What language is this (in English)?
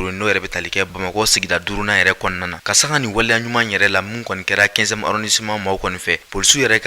Bambara